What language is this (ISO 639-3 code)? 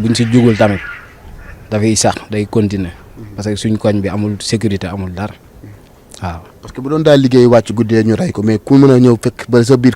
wol